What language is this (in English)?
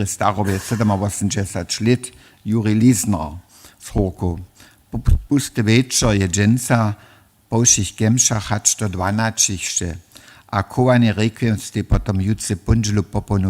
Upper Sorbian